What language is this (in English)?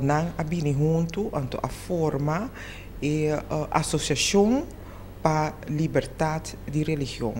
Papiamento